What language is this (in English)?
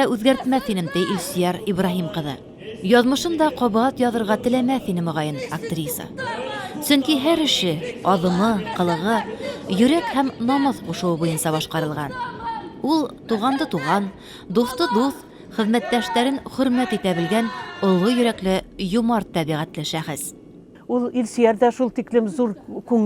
Bashkir